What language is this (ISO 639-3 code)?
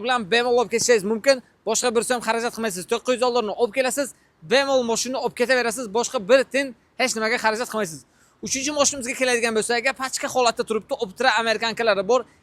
uzb